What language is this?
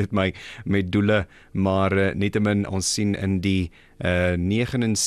Afrikaans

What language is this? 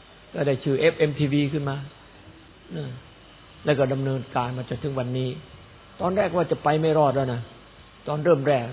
Thai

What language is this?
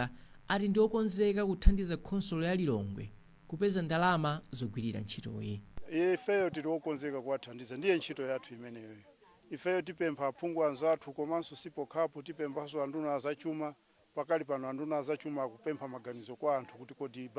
Nyanja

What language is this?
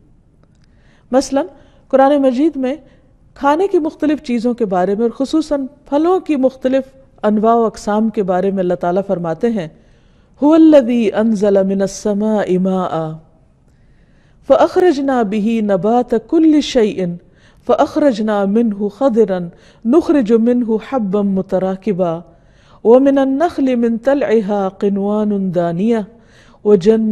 Urdu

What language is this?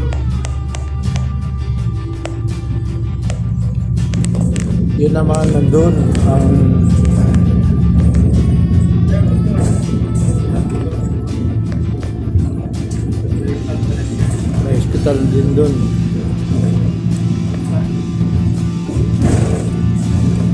Filipino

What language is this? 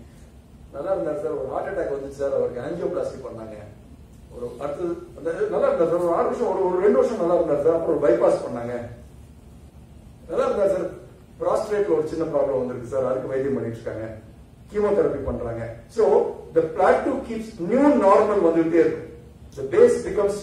Tamil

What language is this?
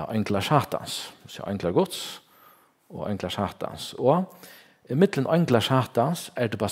Faroese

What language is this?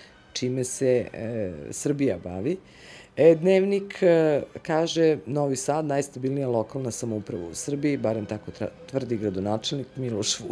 Serbian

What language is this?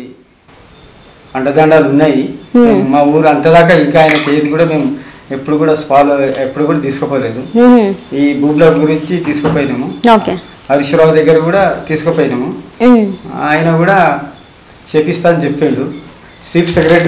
Telugu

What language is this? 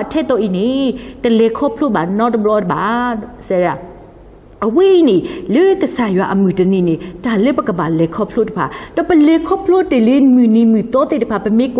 S'gaw Karen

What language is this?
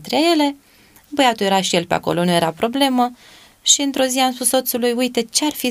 Romanian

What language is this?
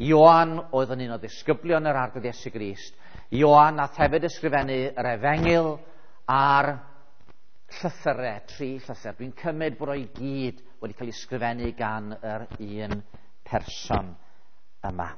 Welsh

